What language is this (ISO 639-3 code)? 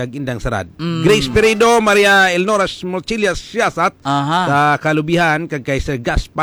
hil